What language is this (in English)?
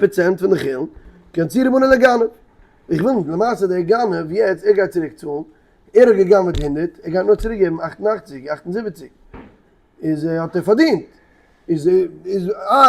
Yiddish